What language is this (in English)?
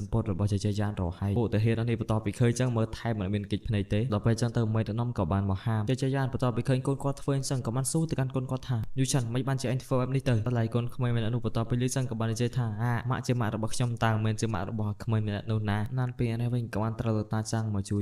Khmer